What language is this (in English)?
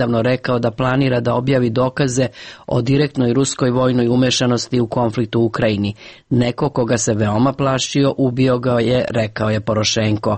Serbian